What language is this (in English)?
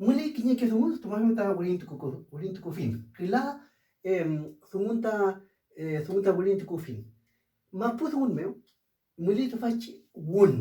Mapuche